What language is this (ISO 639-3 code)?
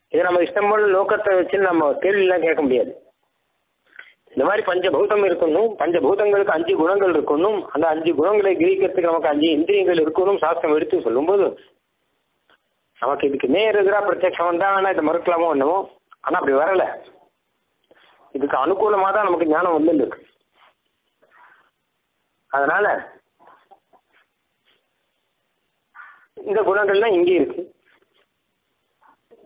tam